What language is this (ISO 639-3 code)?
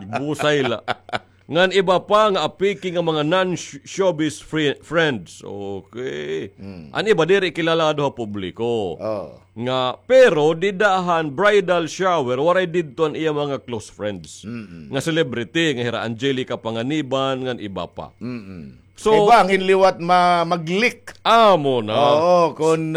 war